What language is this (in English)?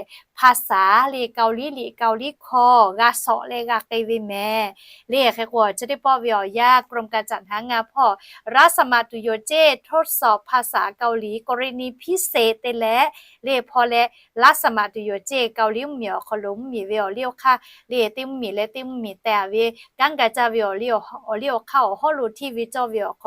Lahu